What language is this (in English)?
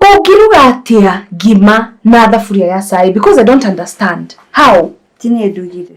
Kikuyu